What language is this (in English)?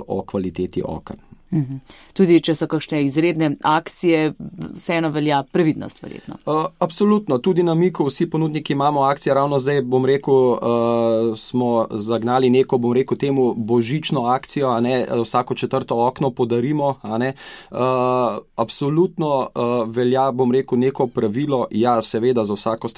Slovenian